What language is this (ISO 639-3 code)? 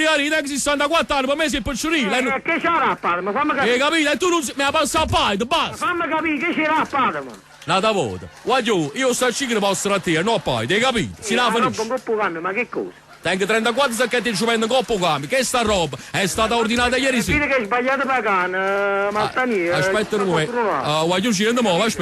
nap